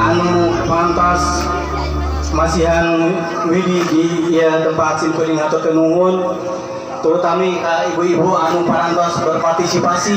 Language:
Sundanese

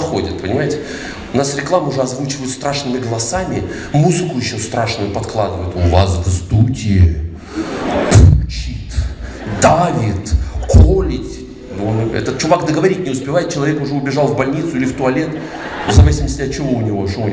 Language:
Russian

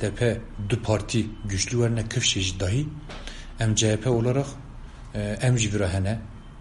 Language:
Kurdish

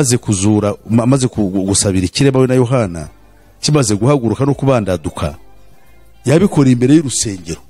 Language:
Kinyarwanda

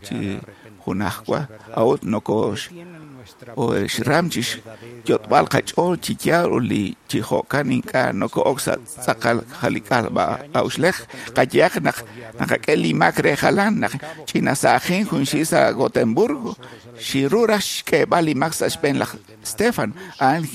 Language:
Kekchí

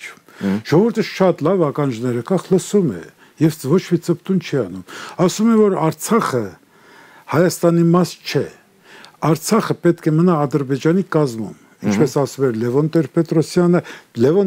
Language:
Armenian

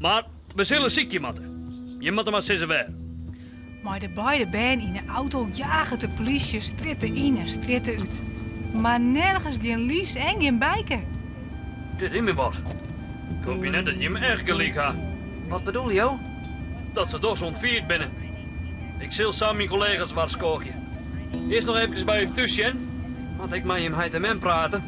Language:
Western Frisian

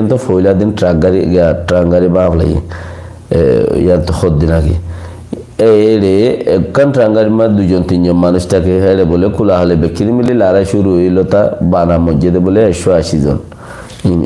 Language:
Rohingya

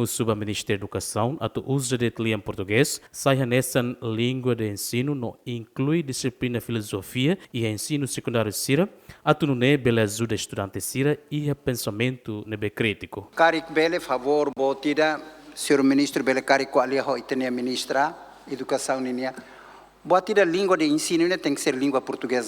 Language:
Tetum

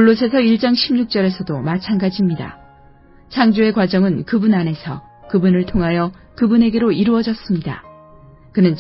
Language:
Korean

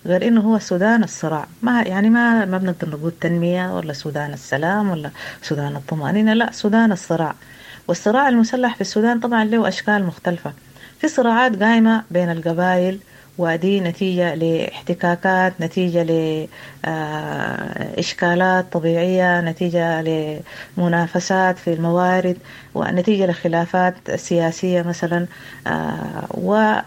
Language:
Sudanese Arabic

